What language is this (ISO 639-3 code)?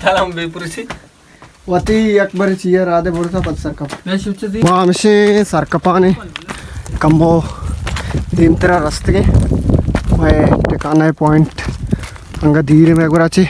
bal